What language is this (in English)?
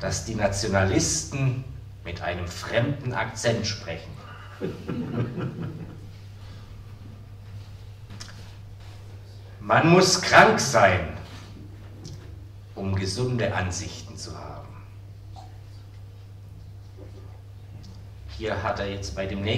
German